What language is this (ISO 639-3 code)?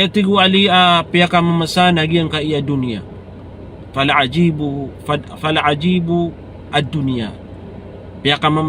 mrw